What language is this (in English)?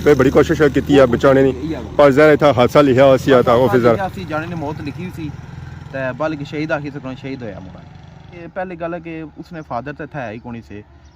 Pahari-Potwari